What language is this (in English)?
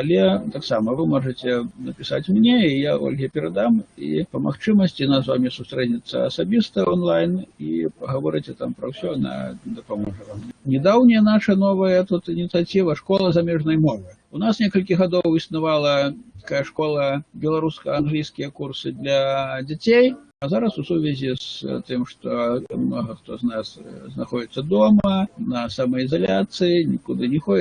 Belarusian